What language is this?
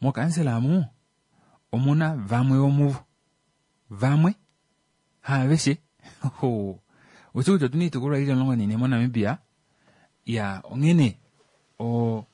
Kuanyama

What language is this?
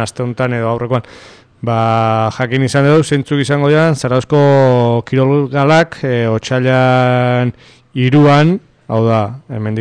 Basque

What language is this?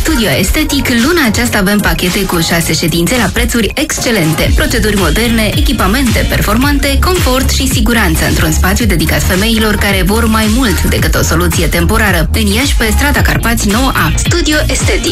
Romanian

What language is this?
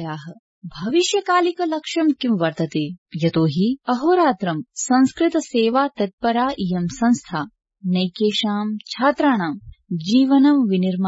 Sanskrit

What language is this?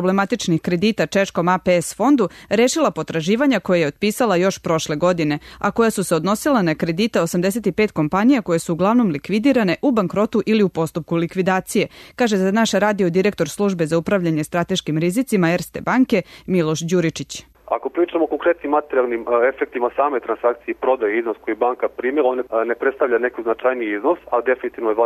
Serbian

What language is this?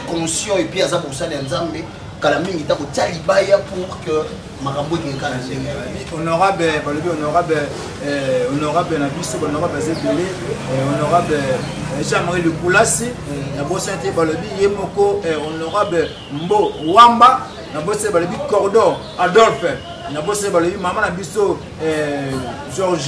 Lingala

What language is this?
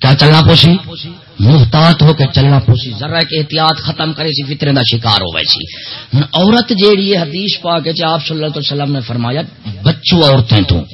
Saraiki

